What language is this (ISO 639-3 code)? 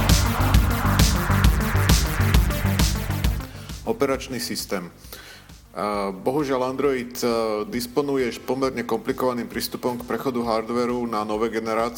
slk